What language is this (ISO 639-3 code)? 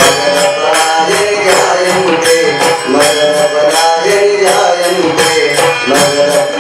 mar